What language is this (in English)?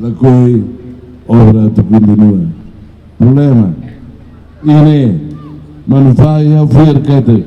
Tetum